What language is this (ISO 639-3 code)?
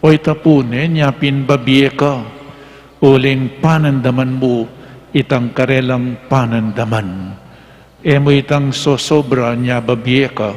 pam